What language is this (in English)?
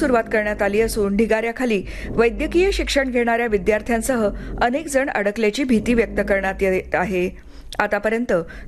Marathi